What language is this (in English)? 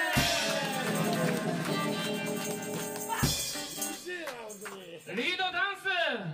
Japanese